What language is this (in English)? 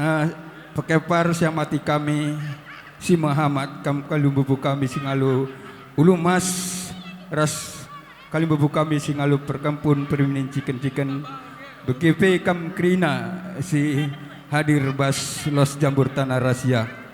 Batak Karo